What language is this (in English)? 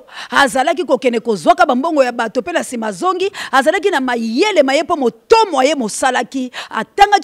Lingala